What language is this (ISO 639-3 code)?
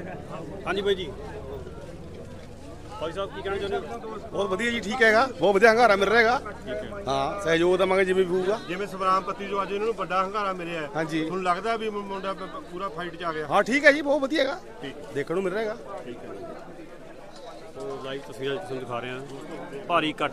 pan